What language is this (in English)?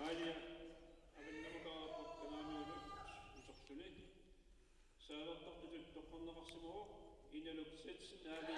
Kalaallisut